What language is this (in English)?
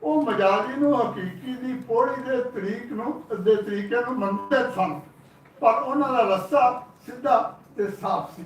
Western Panjabi